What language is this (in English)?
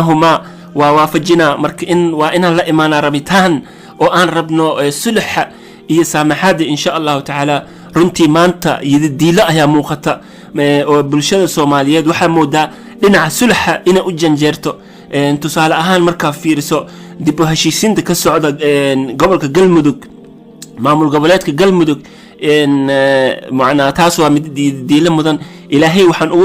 Somali